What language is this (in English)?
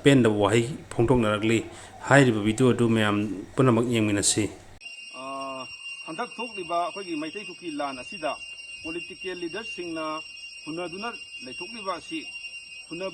Manipuri